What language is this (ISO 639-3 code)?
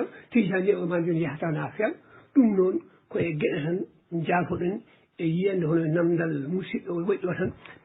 ful